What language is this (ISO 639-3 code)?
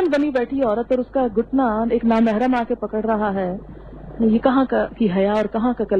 urd